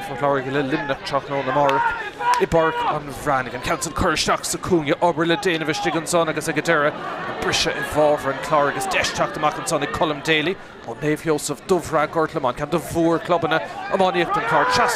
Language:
Irish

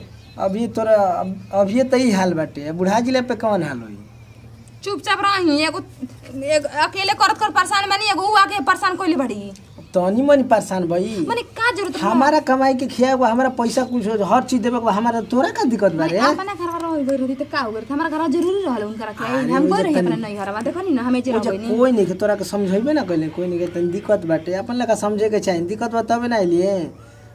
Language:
Bhojpuri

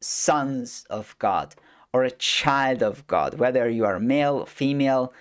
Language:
English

